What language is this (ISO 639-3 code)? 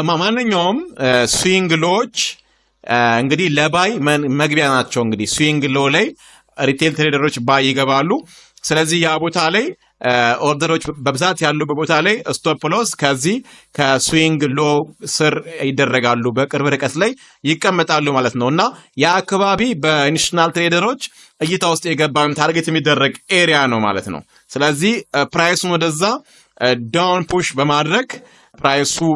amh